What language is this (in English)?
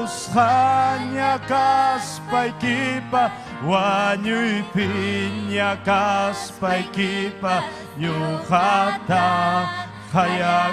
Ayacucho Quechua